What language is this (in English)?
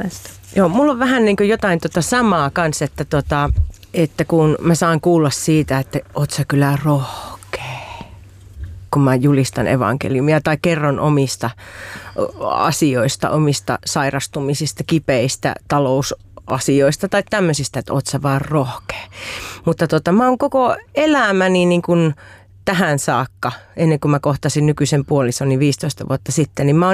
Finnish